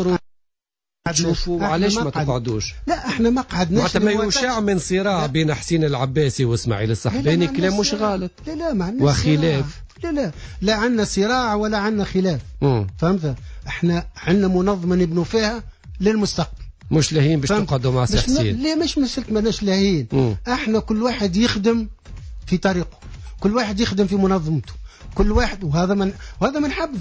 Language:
Tunisian Arabic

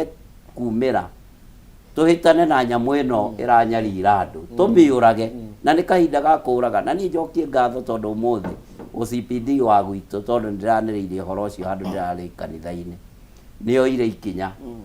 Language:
Kikuyu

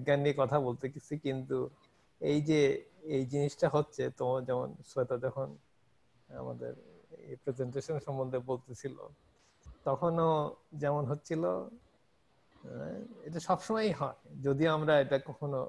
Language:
Bangla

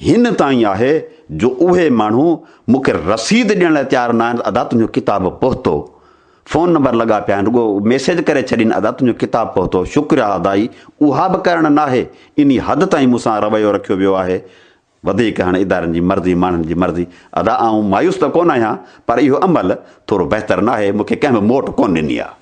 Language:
Sindhi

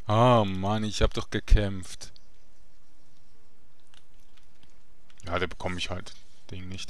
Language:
German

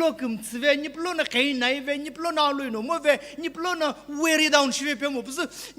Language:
Sumi Naga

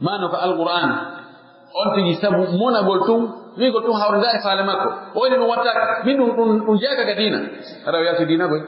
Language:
Pular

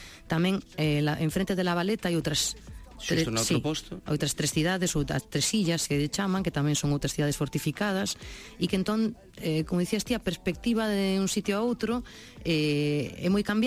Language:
Galician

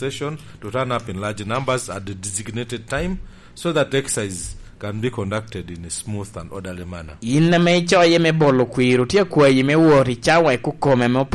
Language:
Lango (Uganda)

